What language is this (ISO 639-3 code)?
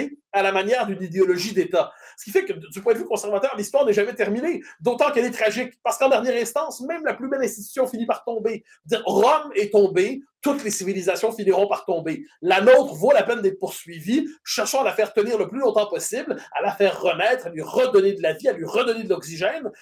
fra